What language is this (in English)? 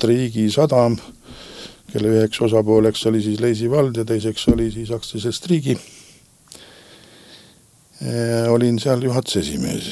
Estonian